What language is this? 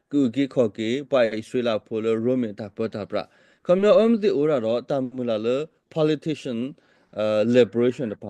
S'gaw Karen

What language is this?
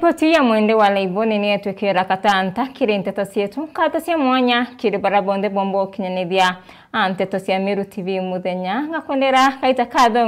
Meru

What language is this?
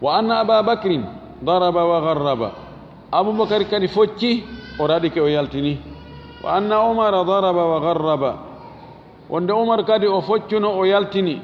Fula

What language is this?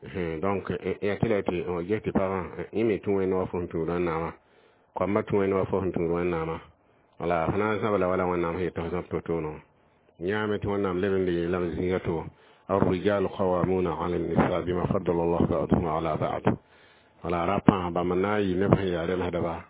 Mossi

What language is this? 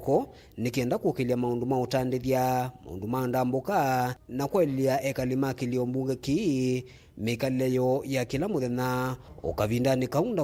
Kamba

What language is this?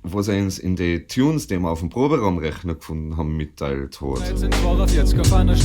Bavarian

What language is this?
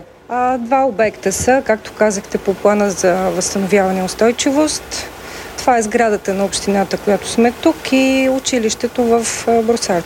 Bulgarian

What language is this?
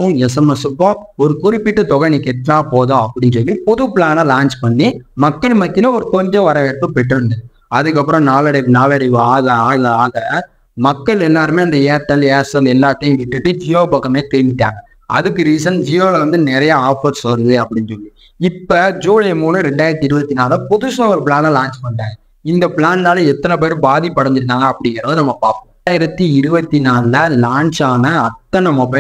Tamil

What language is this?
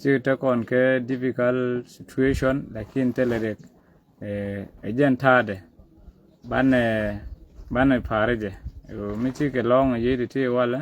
Nuer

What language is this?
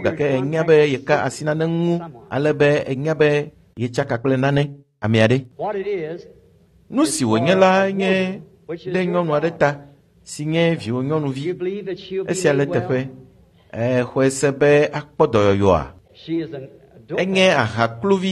Ewe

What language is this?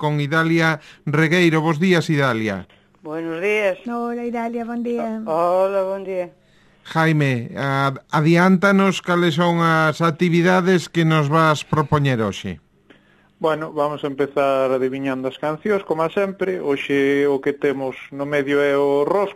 Galician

